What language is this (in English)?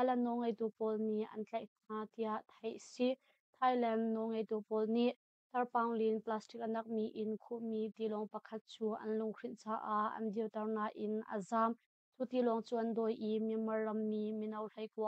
Hakha Chin